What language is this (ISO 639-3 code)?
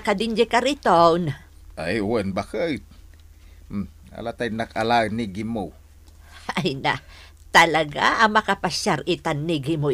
ilo